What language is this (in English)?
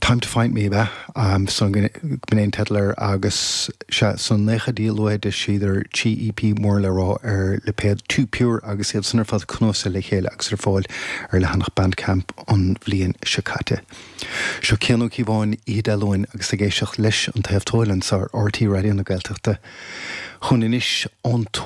Irish